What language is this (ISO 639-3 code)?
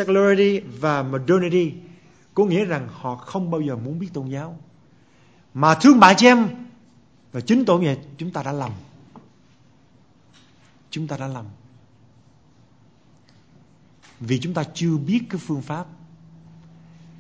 vie